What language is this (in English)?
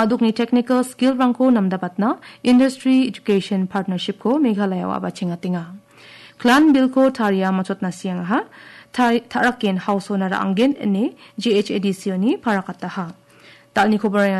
Garo